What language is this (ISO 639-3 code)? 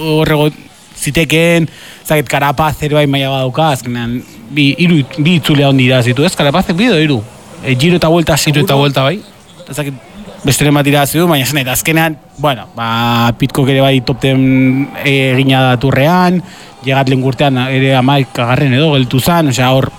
eus